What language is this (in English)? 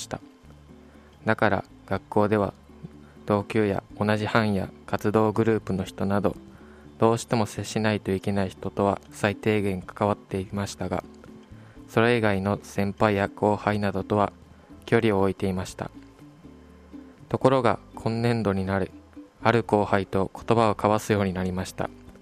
Japanese